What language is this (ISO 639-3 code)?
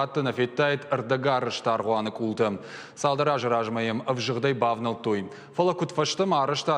oss